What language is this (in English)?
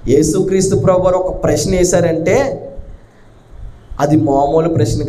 Telugu